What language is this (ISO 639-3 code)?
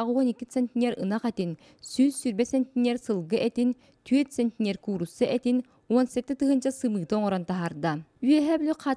sah